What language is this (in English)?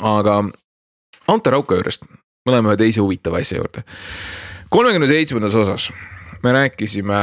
Estonian